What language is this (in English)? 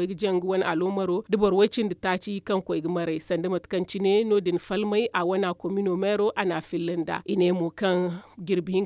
Zarma